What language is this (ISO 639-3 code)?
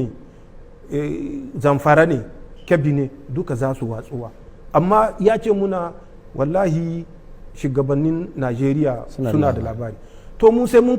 hau